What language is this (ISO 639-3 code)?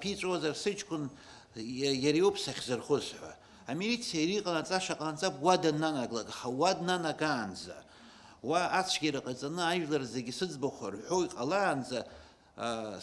abk